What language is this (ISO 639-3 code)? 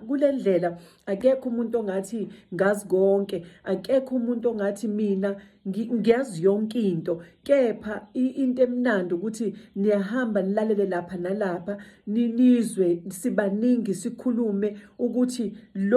zul